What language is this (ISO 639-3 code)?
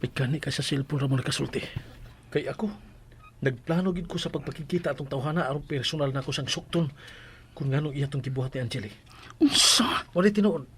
ceb